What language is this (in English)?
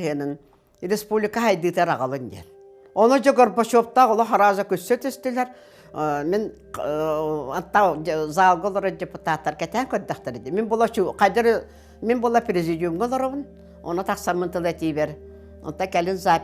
Yakut